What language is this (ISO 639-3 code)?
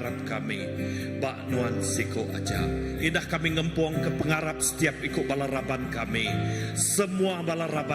iba